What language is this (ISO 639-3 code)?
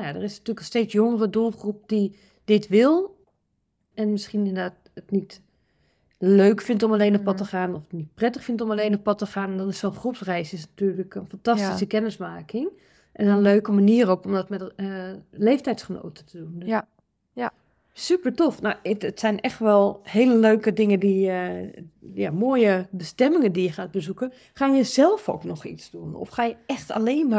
nld